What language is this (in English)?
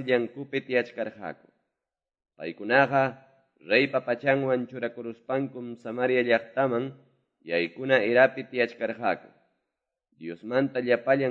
Quechua